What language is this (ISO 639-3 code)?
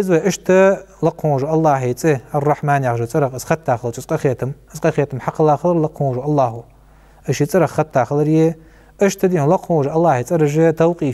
inh